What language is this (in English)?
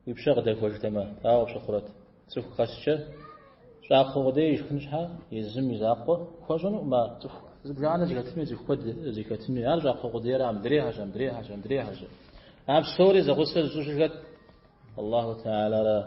Kabardian